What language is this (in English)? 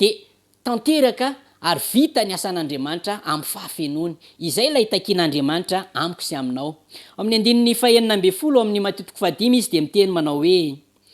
Malagasy